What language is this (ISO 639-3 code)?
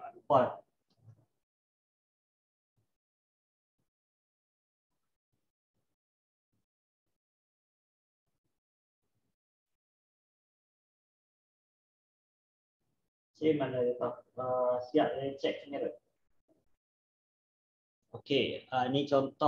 msa